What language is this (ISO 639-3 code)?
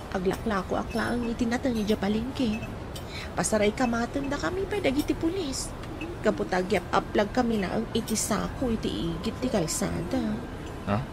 ilo